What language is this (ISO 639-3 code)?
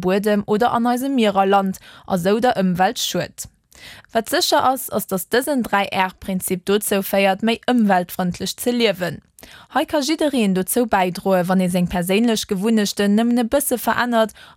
ltz